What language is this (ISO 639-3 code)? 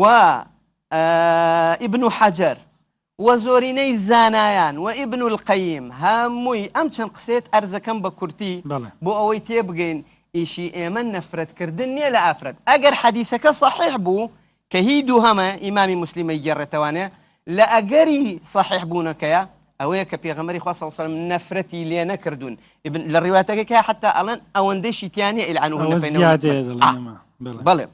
ckb